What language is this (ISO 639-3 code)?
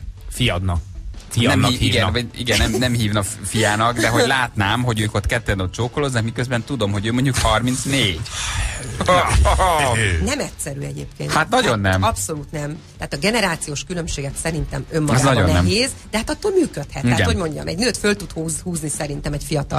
hun